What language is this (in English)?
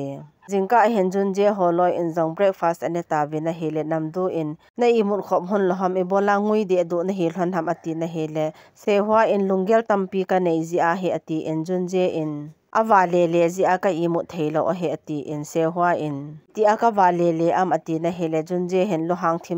Thado Chin